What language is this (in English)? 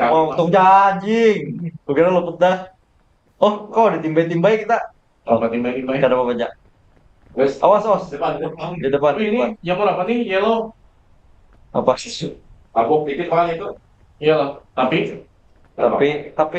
Banjar